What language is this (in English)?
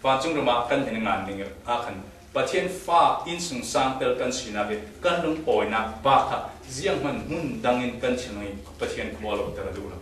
Falam Chin